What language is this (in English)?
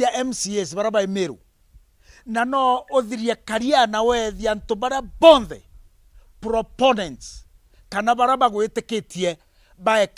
Meru